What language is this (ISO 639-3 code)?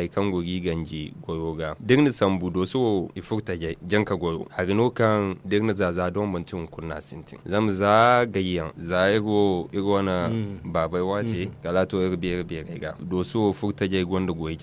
dje